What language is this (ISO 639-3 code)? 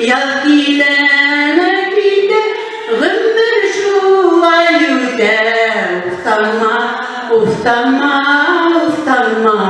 bak